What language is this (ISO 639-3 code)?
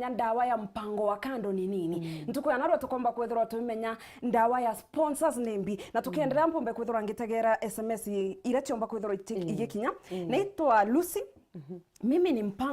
mer